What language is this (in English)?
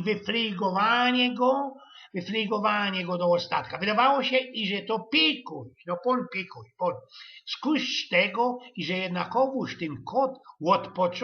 Silesian